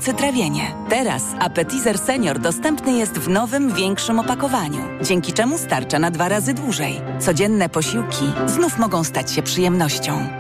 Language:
Polish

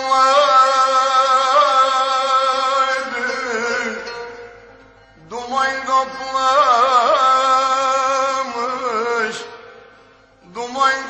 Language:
Turkish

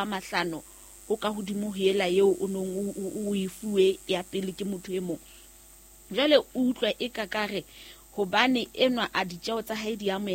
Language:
Southern Sotho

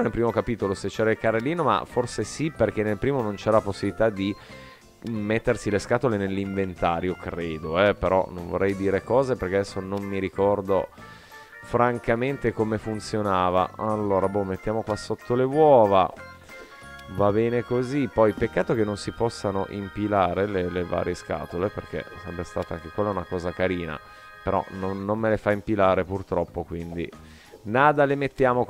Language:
Italian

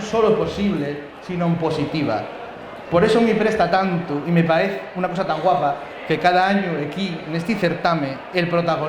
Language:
Asturian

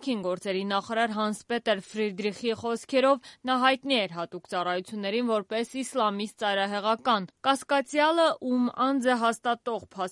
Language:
Armenian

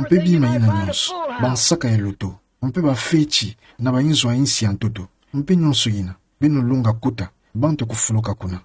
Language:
Kituba (Democratic Republic of Congo)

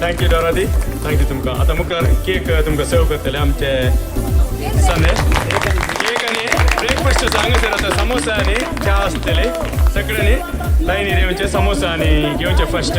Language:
Konkani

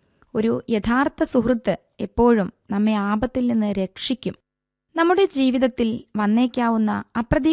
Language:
Malayalam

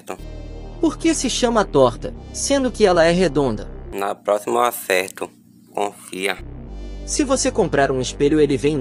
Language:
Portuguese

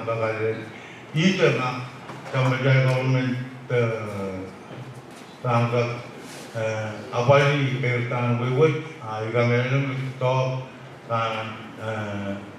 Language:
Pohnpeian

